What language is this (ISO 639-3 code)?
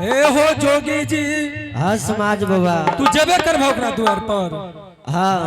anp